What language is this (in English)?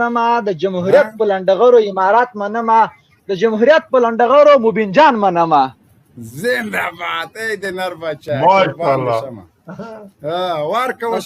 Pashto